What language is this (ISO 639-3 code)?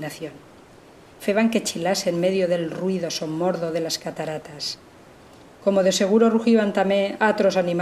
arg